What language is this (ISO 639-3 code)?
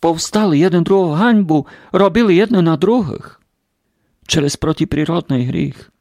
rue